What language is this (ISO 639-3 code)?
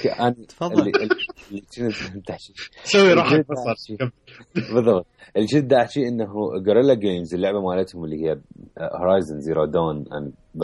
acm